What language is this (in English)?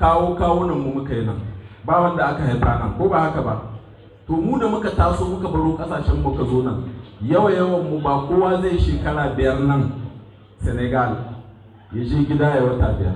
Hausa